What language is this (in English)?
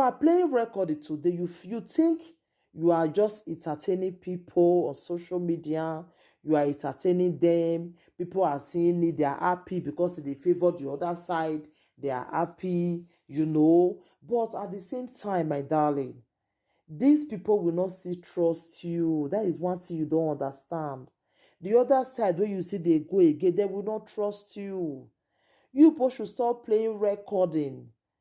Nigerian Pidgin